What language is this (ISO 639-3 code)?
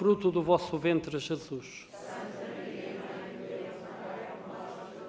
por